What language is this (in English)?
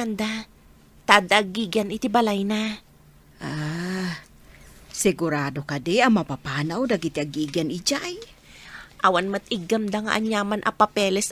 Iloko